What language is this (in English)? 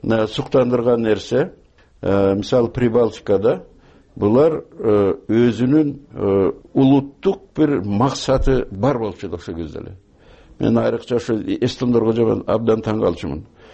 Kyrgyz